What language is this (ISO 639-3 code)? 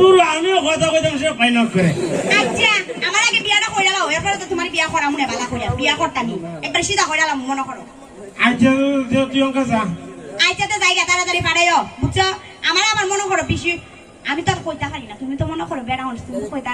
syl